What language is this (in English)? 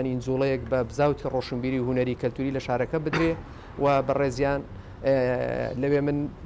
Central Kurdish